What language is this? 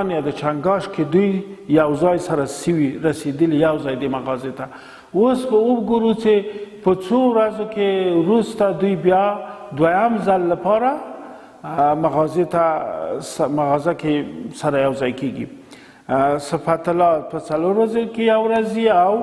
Pashto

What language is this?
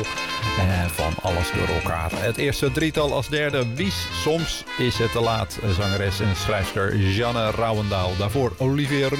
Dutch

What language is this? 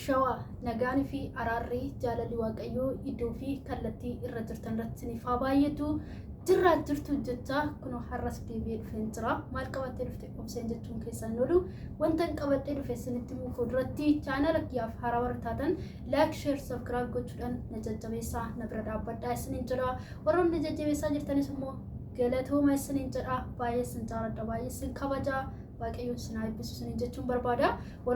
Oromo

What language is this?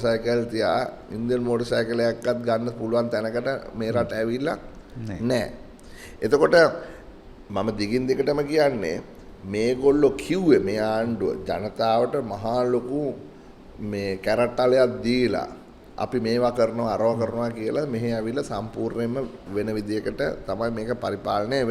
Sinhala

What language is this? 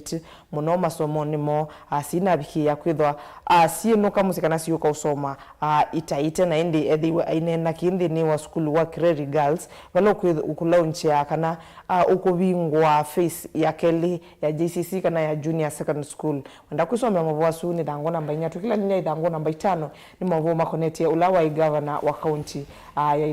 Kamba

